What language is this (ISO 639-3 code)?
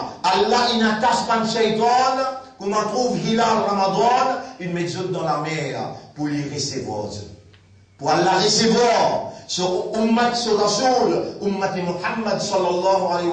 mfe